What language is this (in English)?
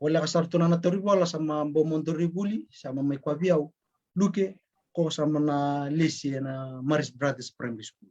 Fijian